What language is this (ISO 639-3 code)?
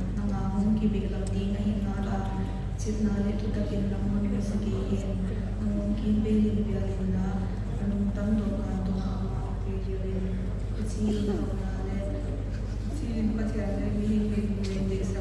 pck